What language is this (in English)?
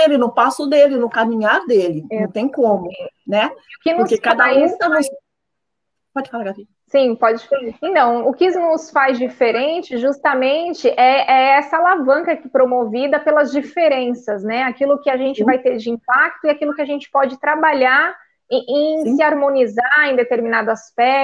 Portuguese